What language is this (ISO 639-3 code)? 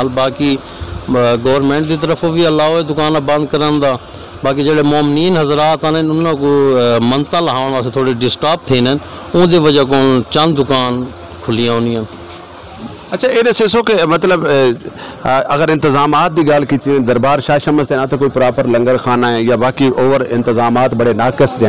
skr